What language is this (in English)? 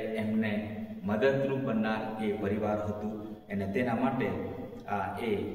Gujarati